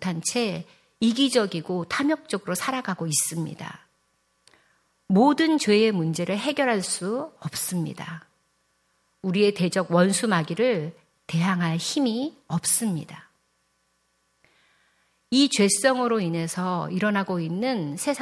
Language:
Korean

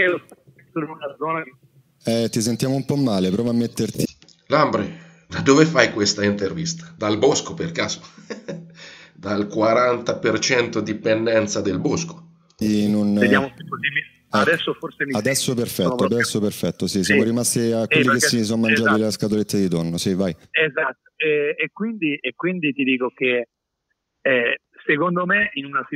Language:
Italian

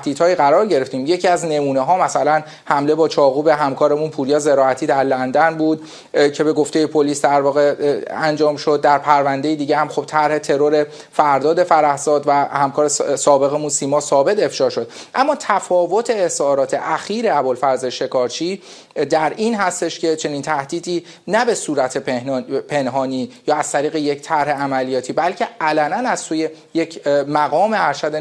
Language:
Persian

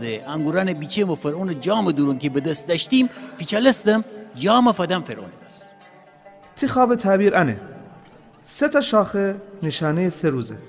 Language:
Gilaki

